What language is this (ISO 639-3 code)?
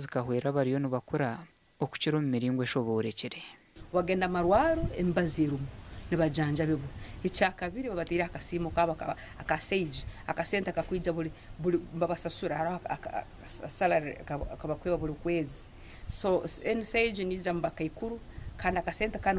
nyn